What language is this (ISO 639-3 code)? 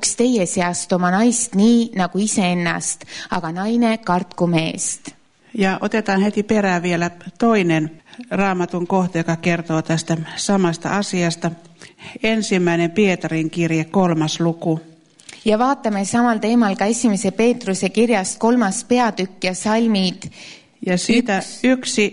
est